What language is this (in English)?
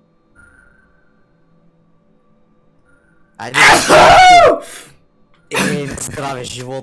Bulgarian